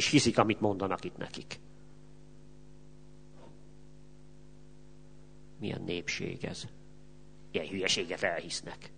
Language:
Hungarian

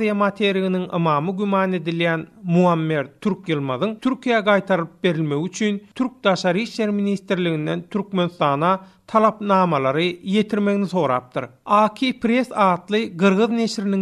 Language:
Turkmen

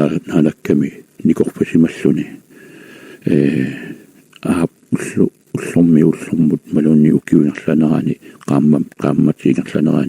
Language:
Kalaallisut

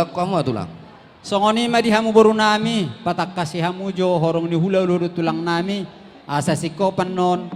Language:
Batak Toba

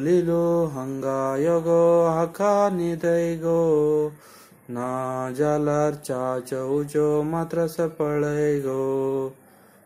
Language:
Konkani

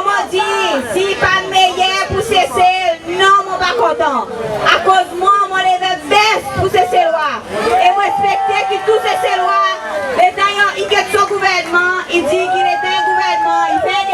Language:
Seselwa Creole French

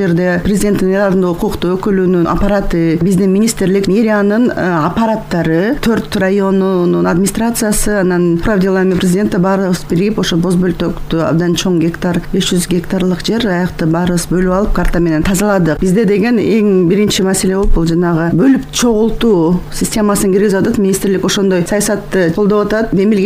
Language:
Kyrgyz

